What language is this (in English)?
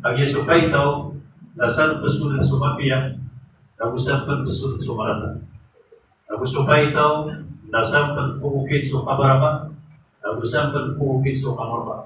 Maranao